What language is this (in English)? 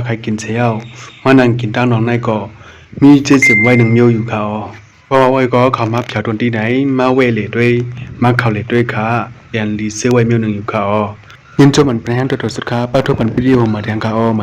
Shan